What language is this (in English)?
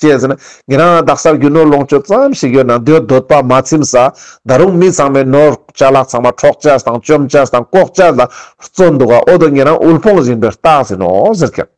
Ladakhi